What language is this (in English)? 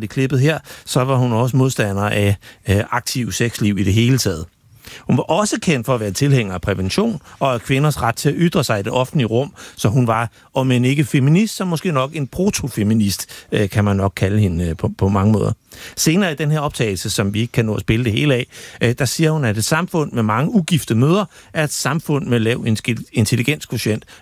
Danish